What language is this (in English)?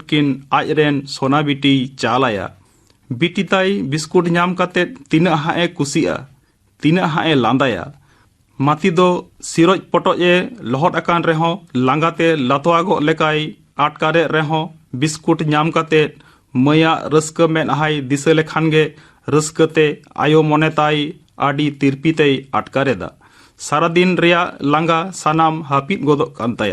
Santali